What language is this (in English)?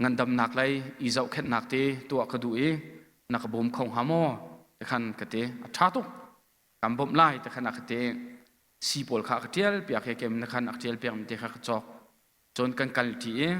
Hakha Chin